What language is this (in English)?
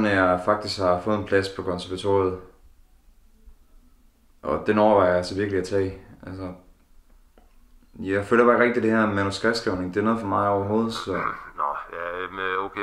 Danish